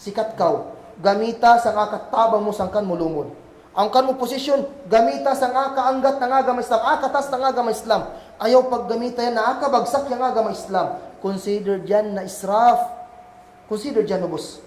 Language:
Kagan Kalagan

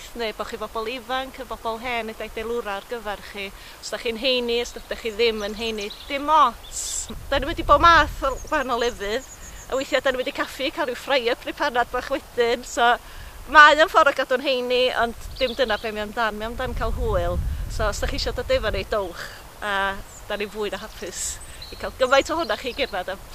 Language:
Welsh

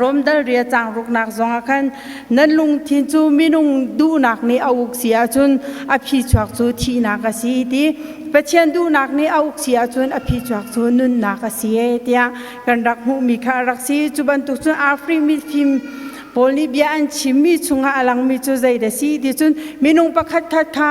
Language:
Hakha Chin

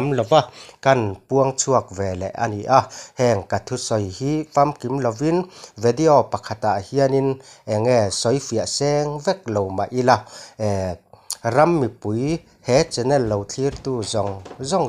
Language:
Mizo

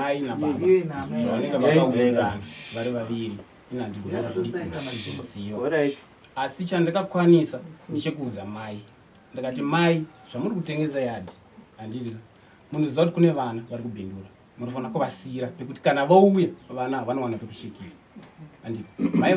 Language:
Shona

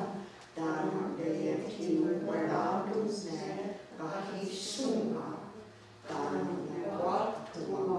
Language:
Mohawk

